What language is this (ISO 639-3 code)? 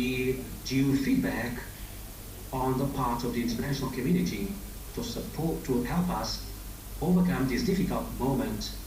tsn